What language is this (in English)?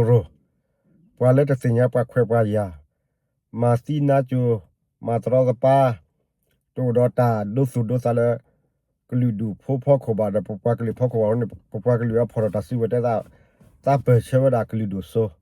S'gaw Karen